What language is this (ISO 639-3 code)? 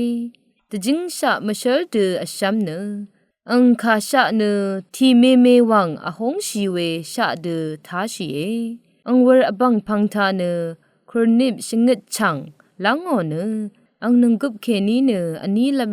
raw